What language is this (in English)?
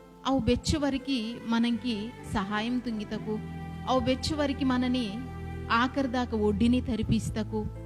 Koya